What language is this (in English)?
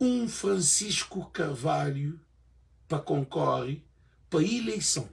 Kabuverdianu